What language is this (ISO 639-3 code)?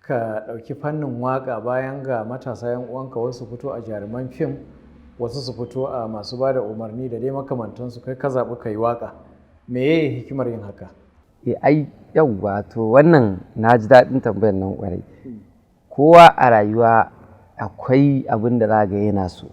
hau